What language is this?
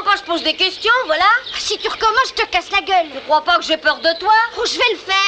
French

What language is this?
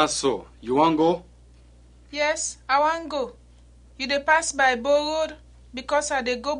Krio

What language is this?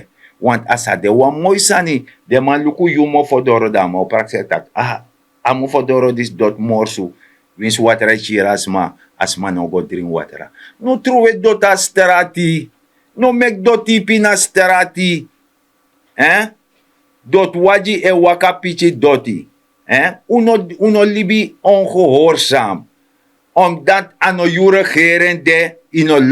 Sranan Tongo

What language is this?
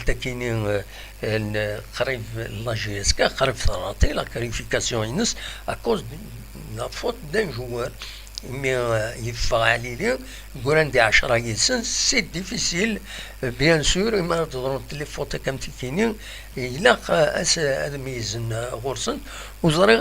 Kabyle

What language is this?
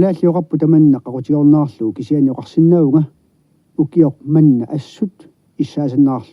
Kalaallisut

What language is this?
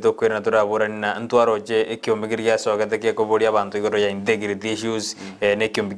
Gusii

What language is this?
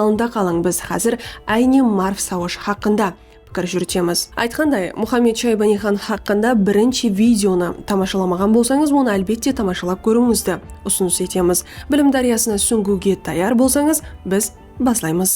Kara-Kalpak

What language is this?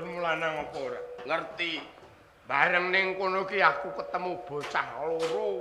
Javanese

